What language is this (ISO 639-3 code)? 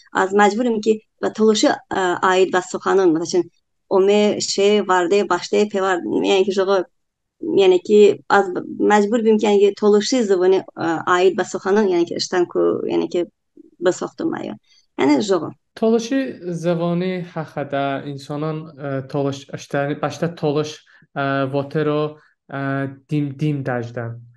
tly